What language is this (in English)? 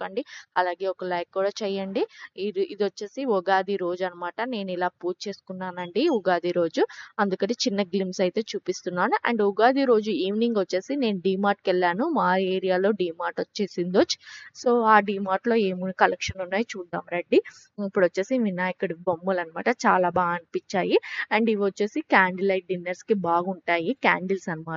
Telugu